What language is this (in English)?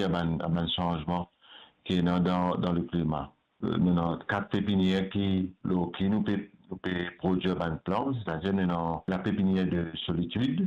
Morisyen